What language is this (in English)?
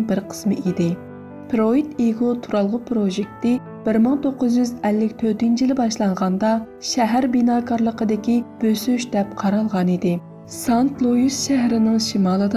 Uyghur